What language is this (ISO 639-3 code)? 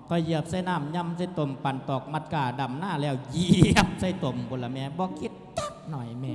lao